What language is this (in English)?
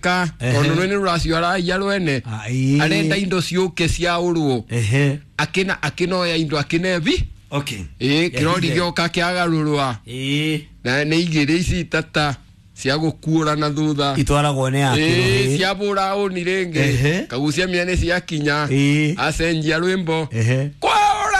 Kikuyu